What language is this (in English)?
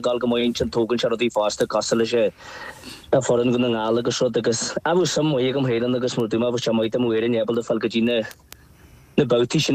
Irish